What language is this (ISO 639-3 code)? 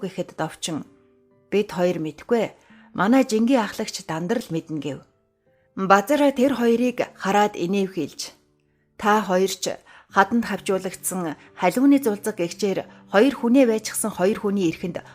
mon